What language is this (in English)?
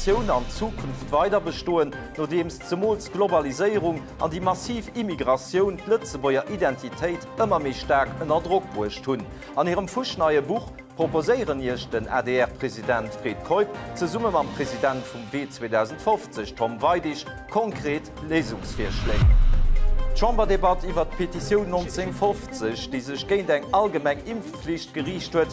Luxembourgish